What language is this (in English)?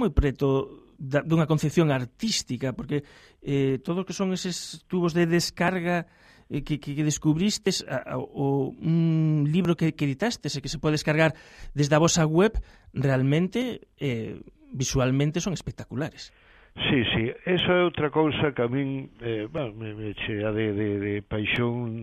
Galician